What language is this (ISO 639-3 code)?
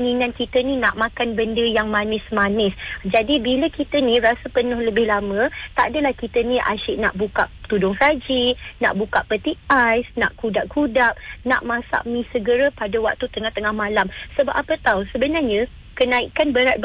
msa